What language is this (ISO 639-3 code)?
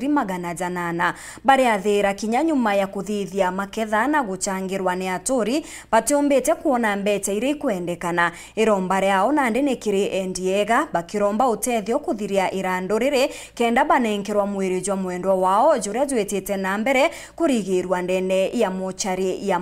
mer